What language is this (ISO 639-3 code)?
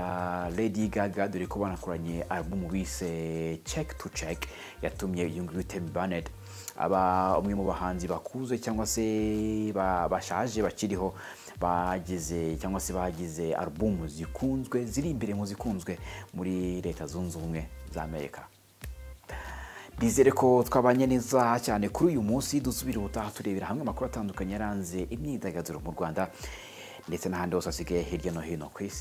kin